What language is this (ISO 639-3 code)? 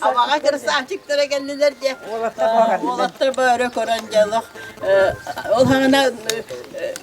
sah